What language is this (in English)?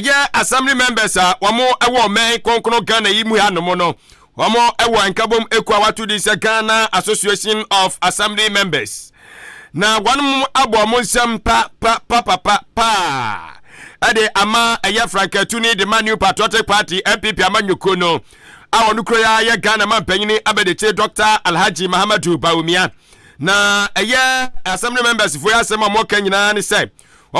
Akan